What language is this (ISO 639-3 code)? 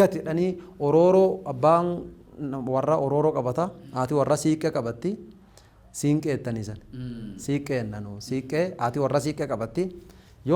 orm